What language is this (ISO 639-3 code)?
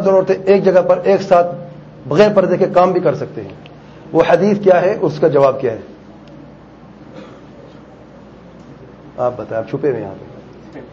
urd